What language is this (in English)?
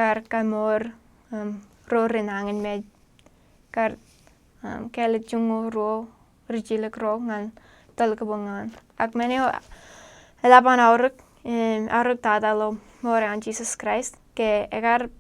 Marshallese